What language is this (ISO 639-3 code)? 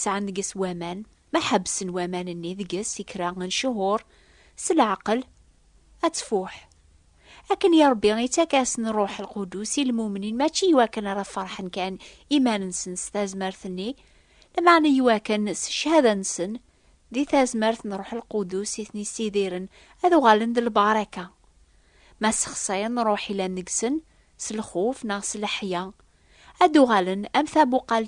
kab